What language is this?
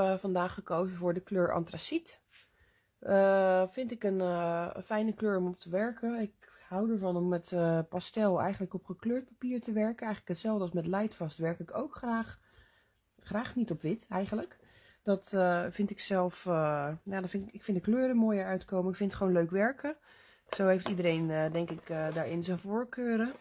Dutch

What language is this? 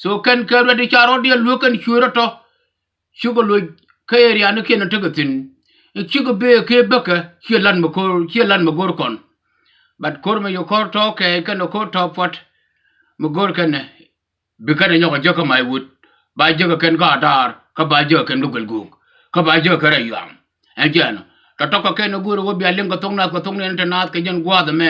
Nuer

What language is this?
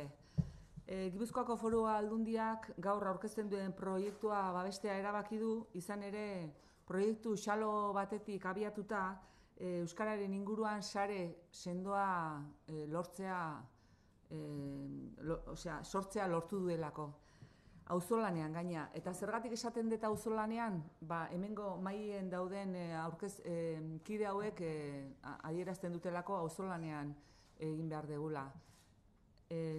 Basque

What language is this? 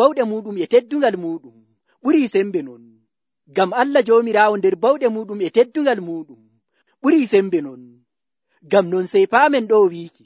Nigerian Fulfulde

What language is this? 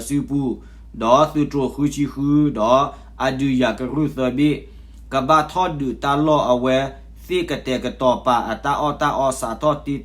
S'gaw Karen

